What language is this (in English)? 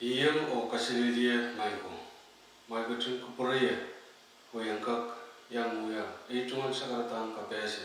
Pohnpeian